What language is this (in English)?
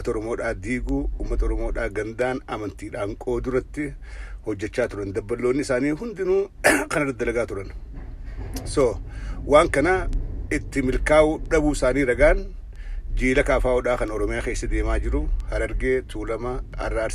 Oromo